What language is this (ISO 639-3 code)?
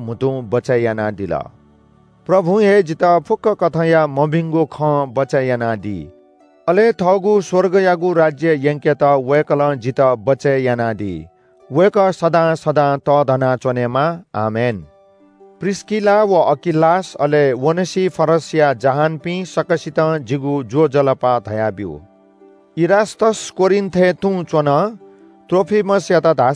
new